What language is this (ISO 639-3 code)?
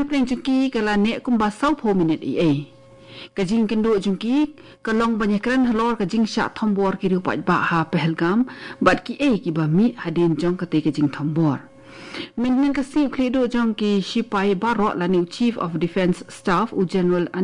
kha